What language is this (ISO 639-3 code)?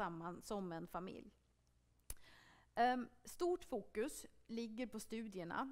swe